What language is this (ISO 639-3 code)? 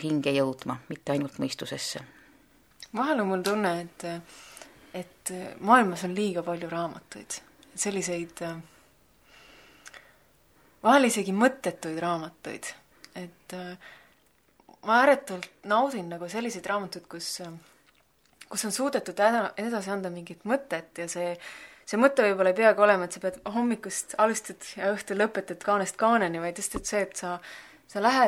est